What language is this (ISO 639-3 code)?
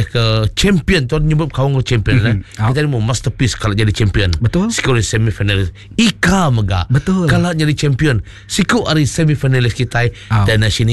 iba